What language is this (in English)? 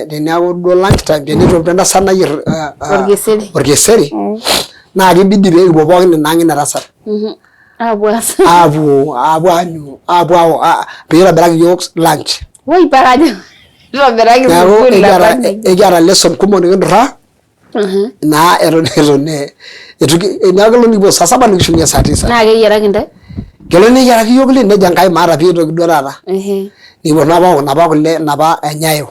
Masai